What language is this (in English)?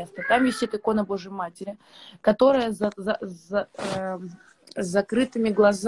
Russian